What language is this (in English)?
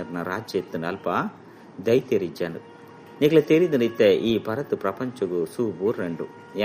Tulu